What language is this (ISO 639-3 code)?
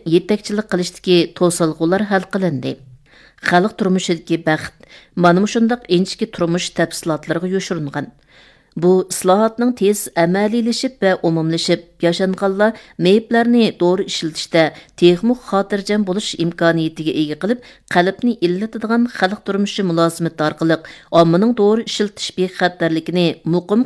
uig